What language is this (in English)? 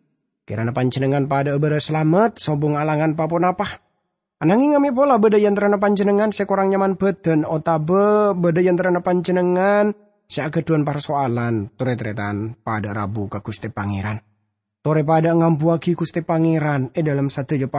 Madurese